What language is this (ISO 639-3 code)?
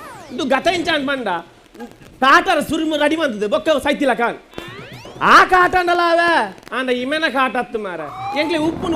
tcy